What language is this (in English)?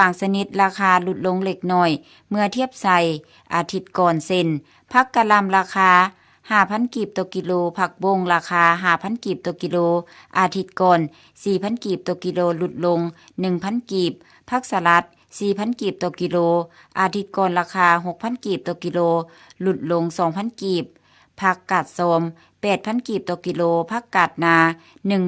Lao